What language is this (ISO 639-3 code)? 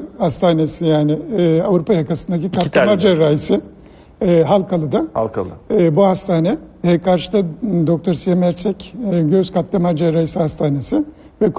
tur